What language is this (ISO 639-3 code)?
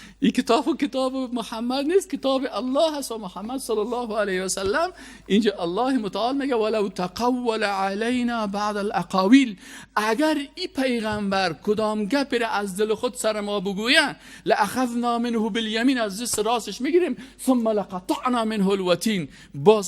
fas